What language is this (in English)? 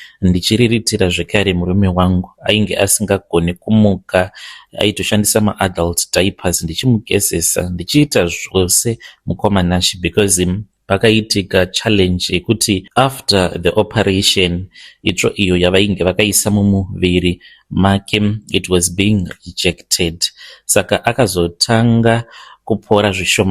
Shona